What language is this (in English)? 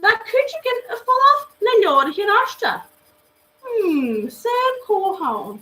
Scottish Gaelic